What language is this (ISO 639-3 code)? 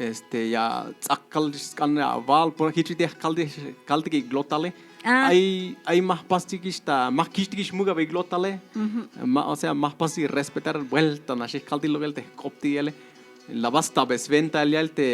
tzh